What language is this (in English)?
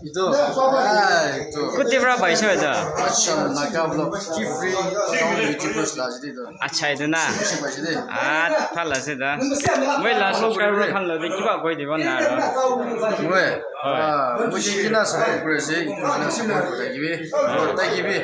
Naga Pidgin